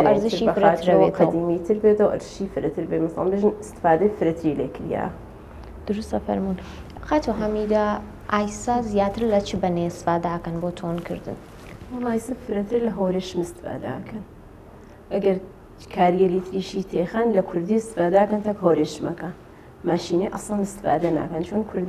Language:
Central Kurdish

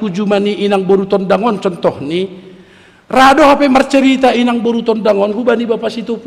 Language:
Batak Simalungun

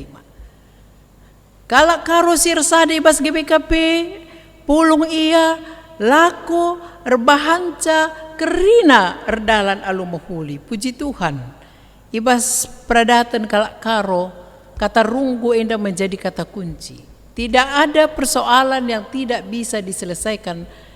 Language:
Batak Karo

